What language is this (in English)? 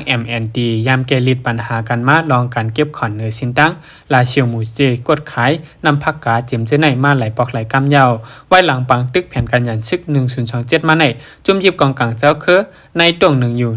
Shan